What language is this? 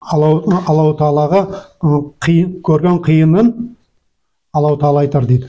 Nogai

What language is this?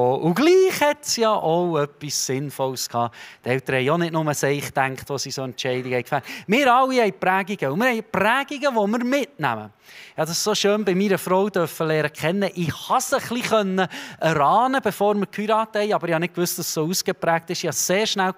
Swiss German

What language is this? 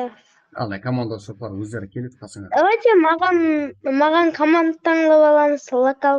Kara-Kalpak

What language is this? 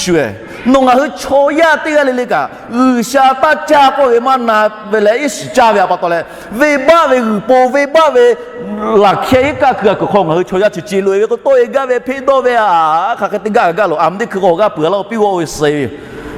Lahu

